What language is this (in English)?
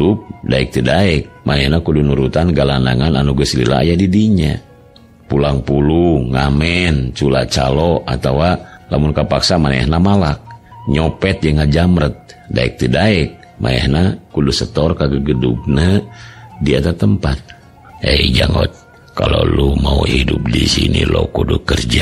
Sundanese